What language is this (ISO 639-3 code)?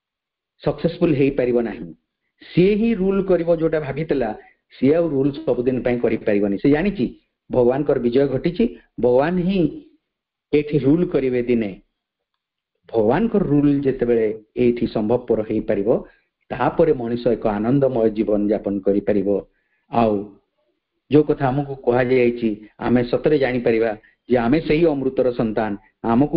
ori